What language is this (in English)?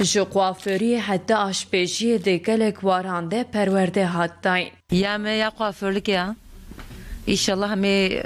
Kurdish